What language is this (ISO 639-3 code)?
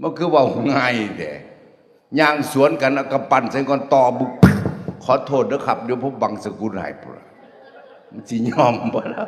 tts